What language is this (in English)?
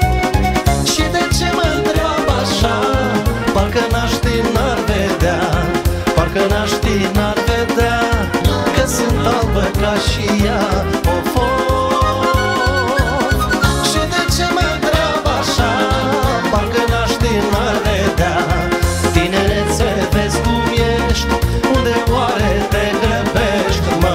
Romanian